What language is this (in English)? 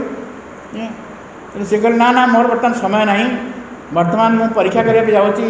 Odia